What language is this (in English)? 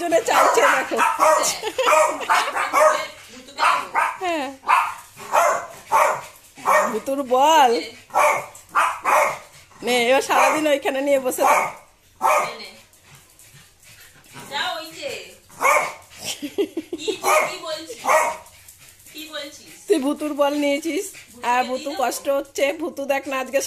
Bangla